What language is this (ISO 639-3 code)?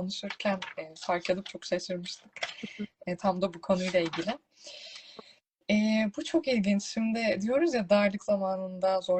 tur